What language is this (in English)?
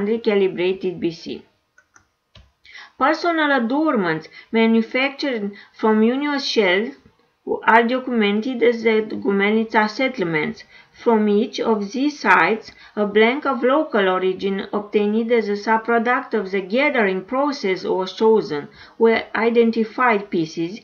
English